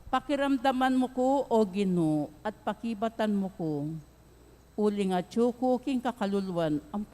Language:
Pampanga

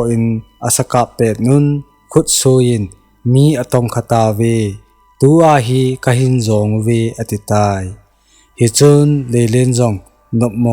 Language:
Thado Chin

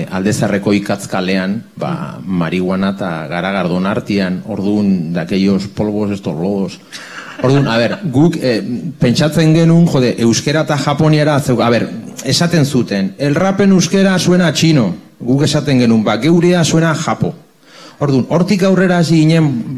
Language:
Basque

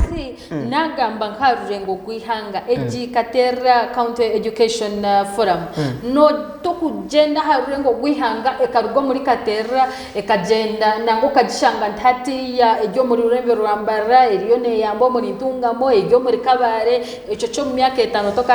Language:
Nyankole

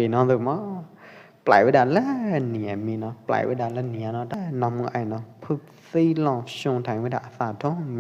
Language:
Pwo Eastern Karen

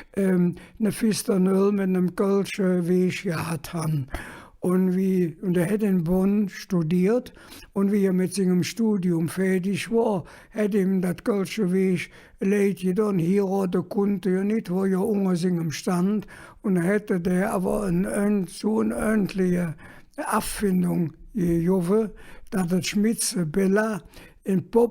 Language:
Colognian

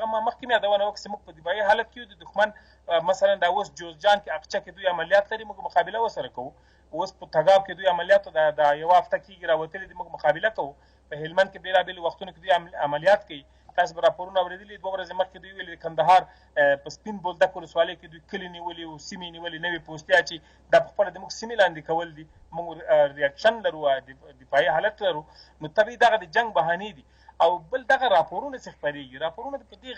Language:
Pashto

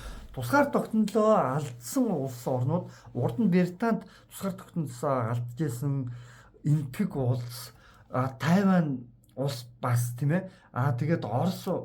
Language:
Mongolian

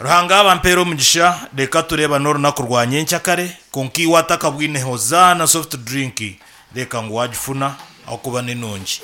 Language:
Nyankole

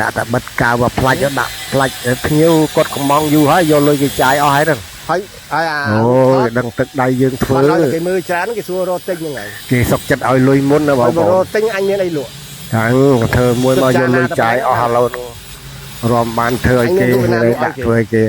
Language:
Khmer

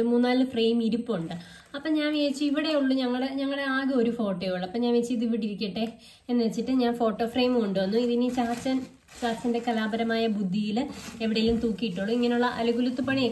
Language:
Malayalam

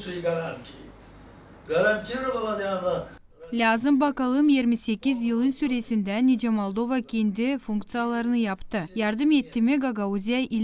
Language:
Gagauz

